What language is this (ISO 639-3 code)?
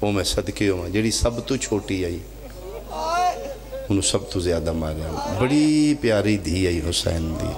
phr